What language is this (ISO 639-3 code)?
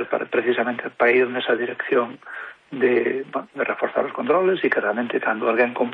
glg